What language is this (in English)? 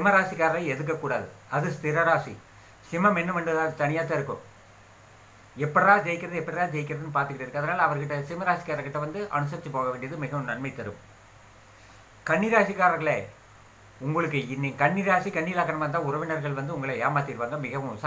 Tamil